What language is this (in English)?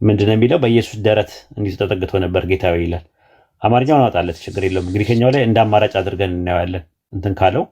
Amharic